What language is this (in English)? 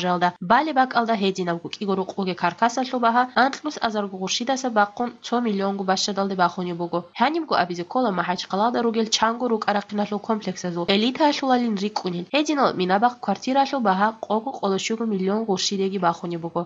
Avaric